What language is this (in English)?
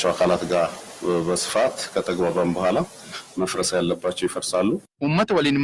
Oromo